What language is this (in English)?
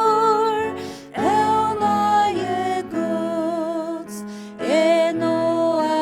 Faroese